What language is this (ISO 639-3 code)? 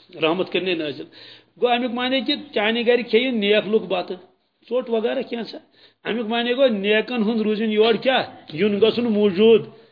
kas